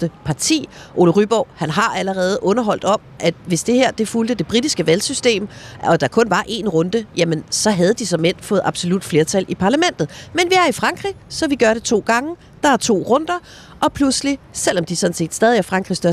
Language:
Danish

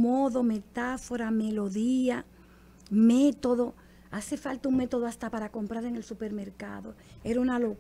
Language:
Spanish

